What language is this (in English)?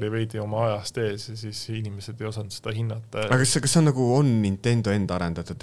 Estonian